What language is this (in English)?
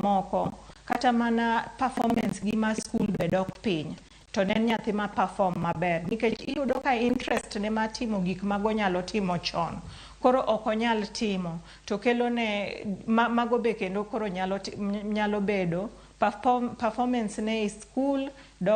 Luo (Kenya and Tanzania)